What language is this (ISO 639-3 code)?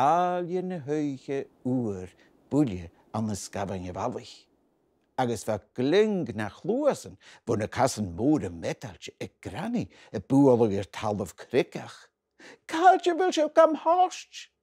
gla